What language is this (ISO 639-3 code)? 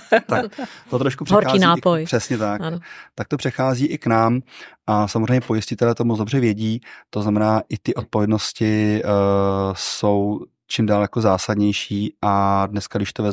ces